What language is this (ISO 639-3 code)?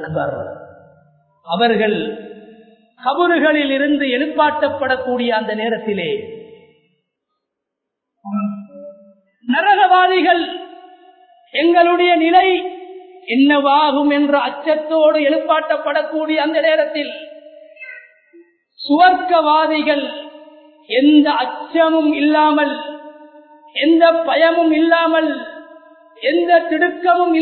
tam